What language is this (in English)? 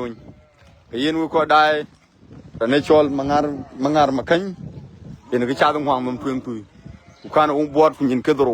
Dinka